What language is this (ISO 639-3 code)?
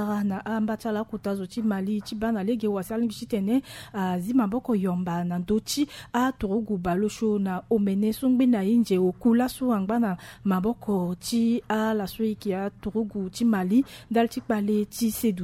sag